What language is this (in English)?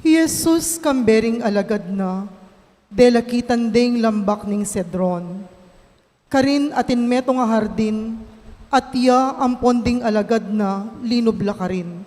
Pampanga